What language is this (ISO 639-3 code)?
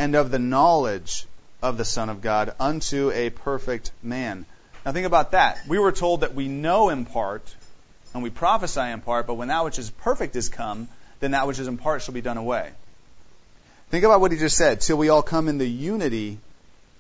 eng